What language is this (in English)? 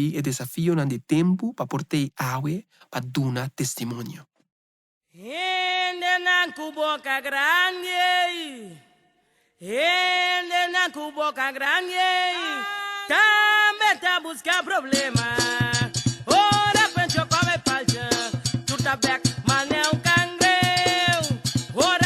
Papiamento